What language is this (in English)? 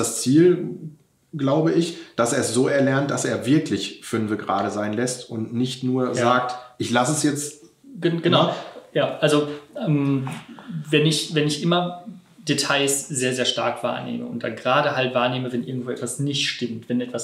German